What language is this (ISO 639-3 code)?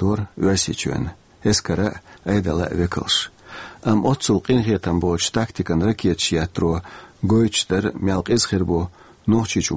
che